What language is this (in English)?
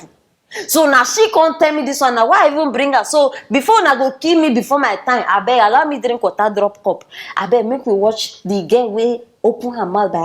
Nigerian Pidgin